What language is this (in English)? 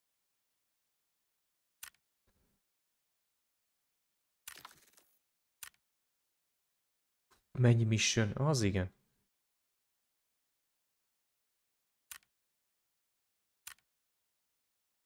Hungarian